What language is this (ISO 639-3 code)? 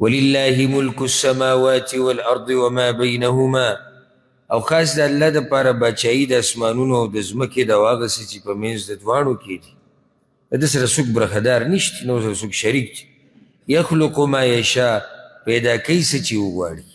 pus